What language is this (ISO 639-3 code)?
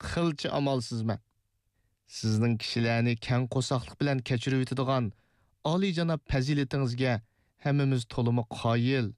uig